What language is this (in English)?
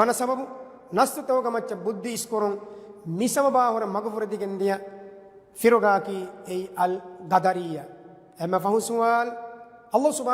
Divehi